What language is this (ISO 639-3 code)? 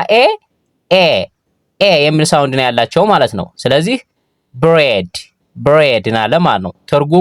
amh